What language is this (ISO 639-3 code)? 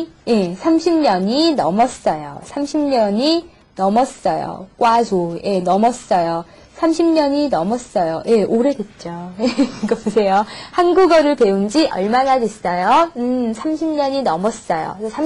kor